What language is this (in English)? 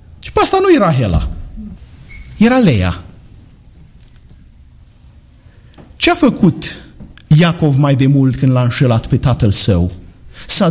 Romanian